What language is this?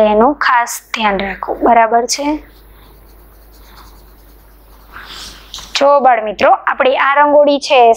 Gujarati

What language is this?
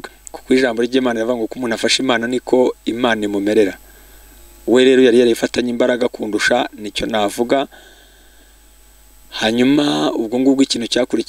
Kinyarwanda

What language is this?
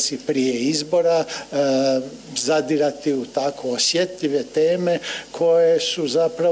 Croatian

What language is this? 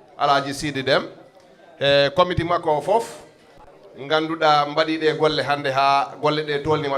Fula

